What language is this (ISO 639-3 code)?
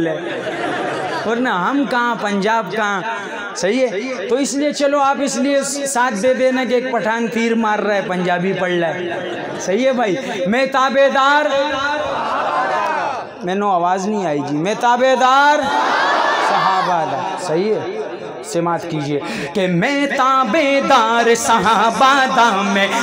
urd